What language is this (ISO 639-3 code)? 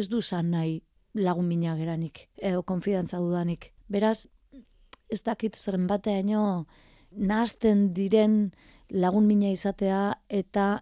eus